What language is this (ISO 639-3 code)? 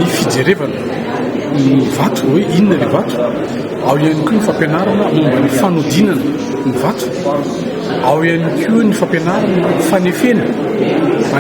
mlg